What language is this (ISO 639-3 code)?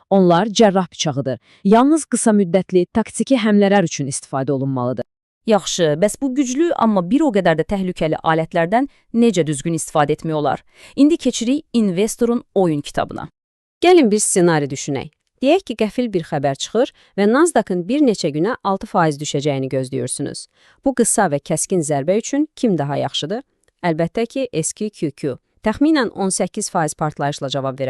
aze